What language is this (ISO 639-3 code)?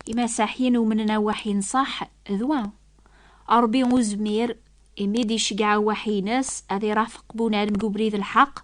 kab